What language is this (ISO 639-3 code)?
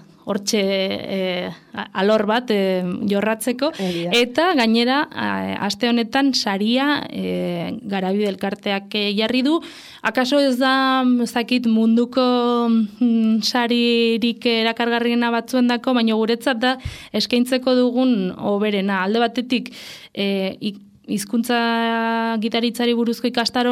eus